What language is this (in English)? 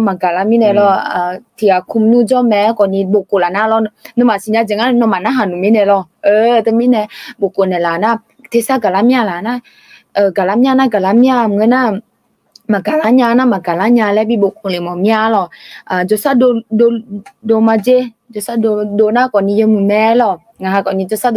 Akha